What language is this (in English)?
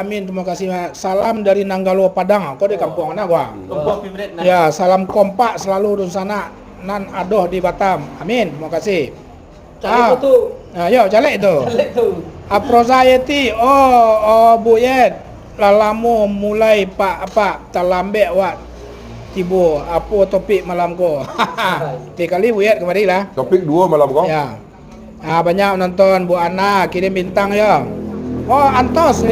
Minangkabau